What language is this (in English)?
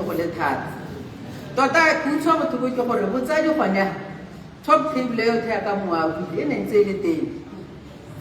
Tswana